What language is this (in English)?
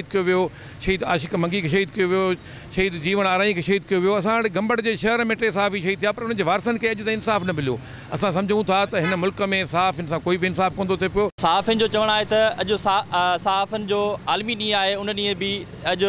Sindhi